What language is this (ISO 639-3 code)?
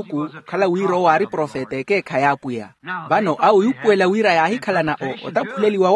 vmw